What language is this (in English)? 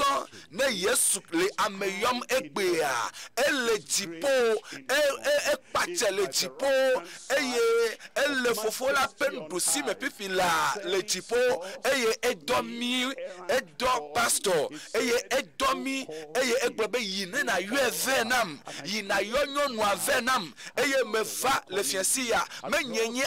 Ewe